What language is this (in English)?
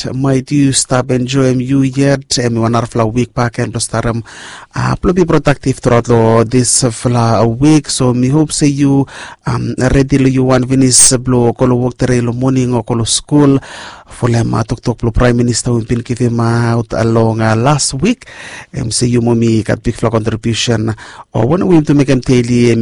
Bislama